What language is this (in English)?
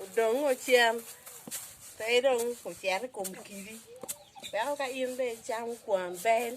Acoli